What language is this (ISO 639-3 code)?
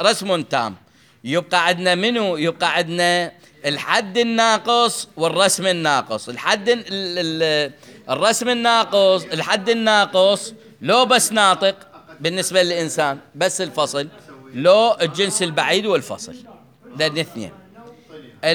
acm